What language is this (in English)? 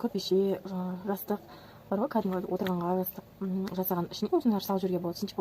Kazakh